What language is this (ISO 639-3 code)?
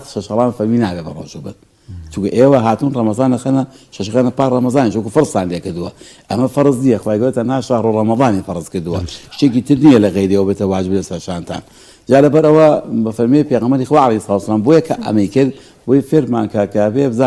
ckb